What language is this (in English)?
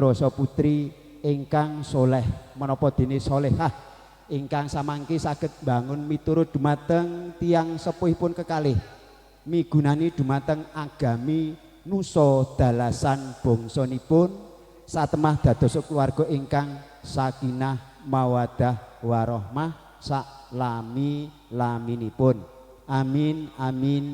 Javanese